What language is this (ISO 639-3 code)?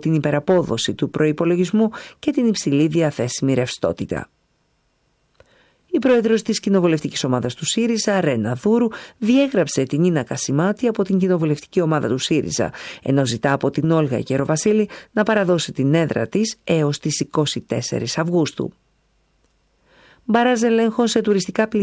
ell